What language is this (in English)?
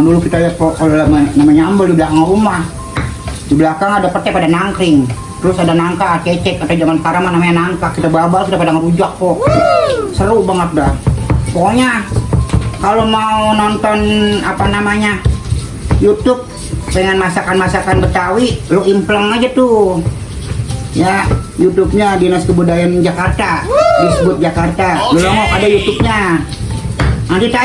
Betawi